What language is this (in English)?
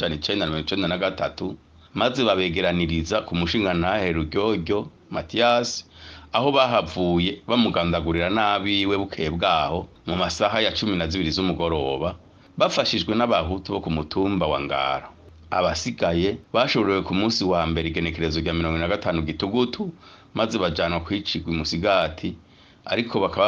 Rundi